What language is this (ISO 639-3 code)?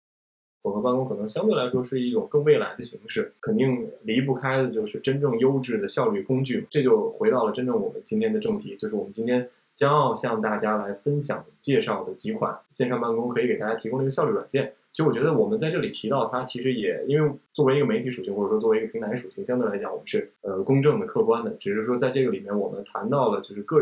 zho